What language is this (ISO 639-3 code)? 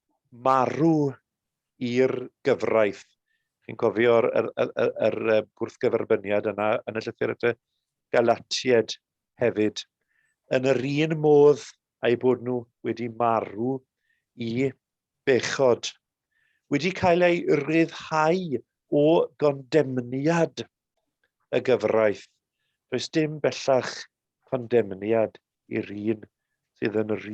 cym